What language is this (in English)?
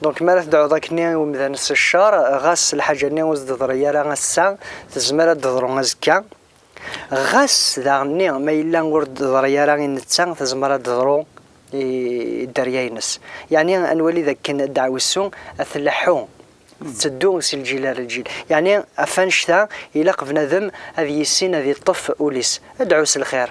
Kabyle